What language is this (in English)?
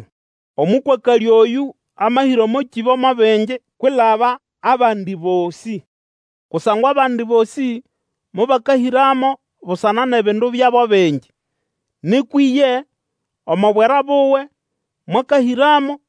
Nande